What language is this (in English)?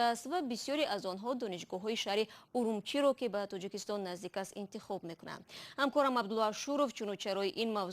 Tajik